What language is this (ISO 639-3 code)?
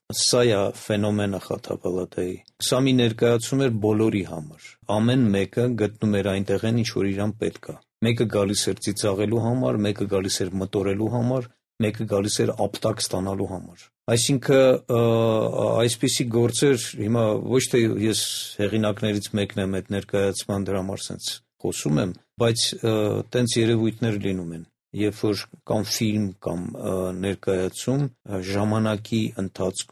hye